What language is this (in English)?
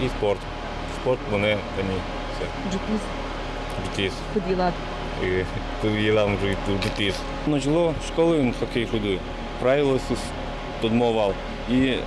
Udmurt